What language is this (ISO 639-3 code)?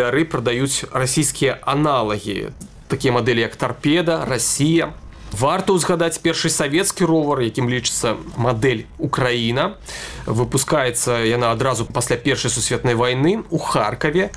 bel